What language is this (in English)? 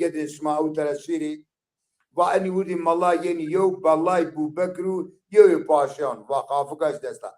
Zaza